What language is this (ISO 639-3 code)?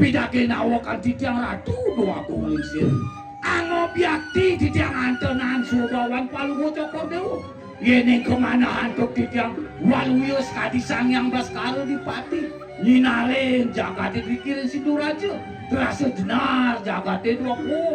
ban